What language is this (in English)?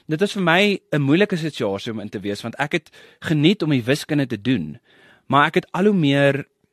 Afrikaans